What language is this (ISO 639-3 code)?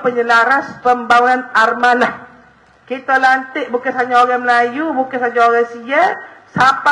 msa